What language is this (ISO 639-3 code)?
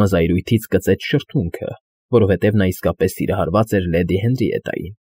hye